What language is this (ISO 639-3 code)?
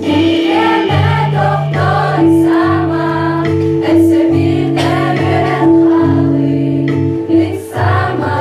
sah